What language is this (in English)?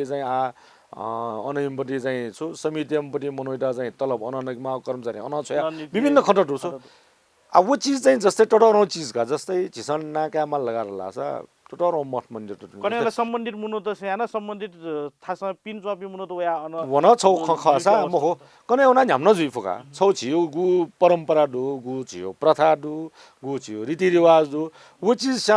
Newari